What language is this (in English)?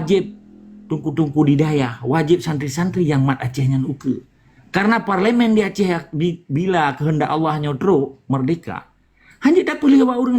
Achinese